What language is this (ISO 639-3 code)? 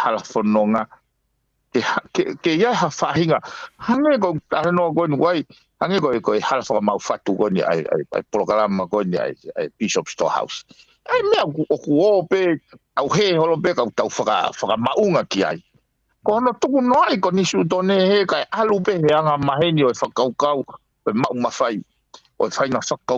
ton